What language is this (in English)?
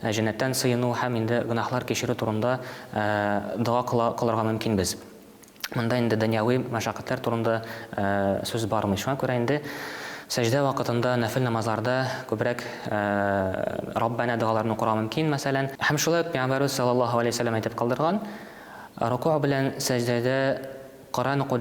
Tatar